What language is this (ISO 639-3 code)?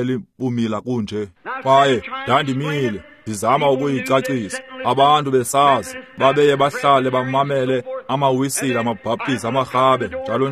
xho